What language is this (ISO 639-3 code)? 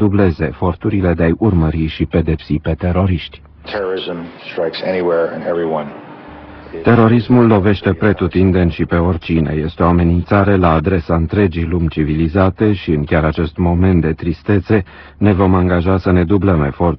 ron